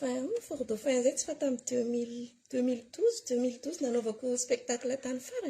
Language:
Malagasy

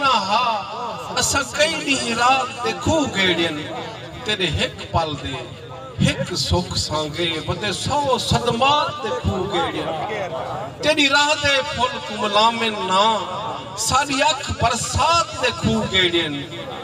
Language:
Saraiki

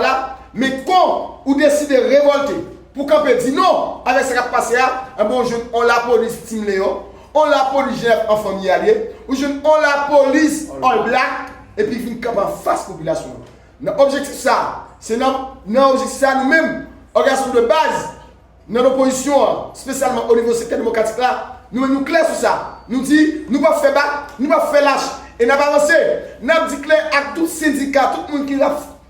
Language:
Haitian Creole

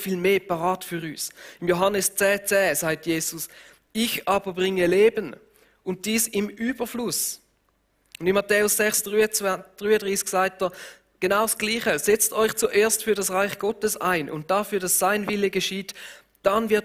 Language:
Swiss German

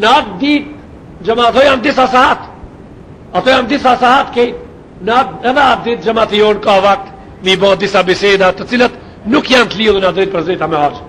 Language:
Albanian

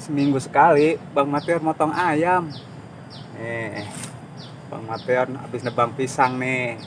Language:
Betawi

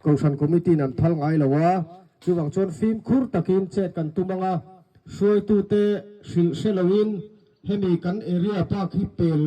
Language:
Mizo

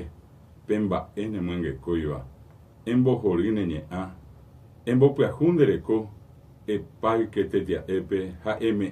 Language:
Guarani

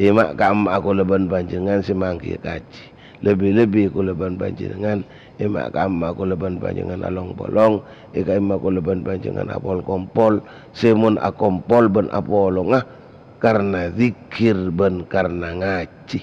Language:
Madurese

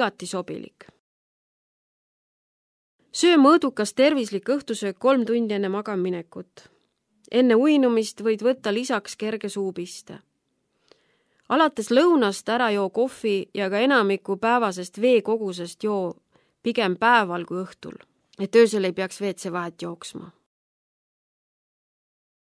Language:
Estonian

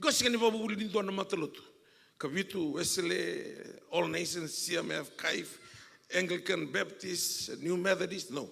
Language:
Fijian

